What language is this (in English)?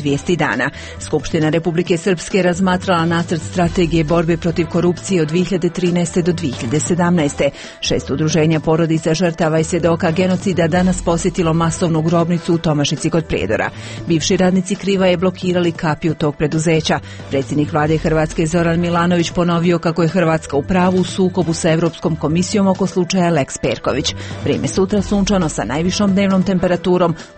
Croatian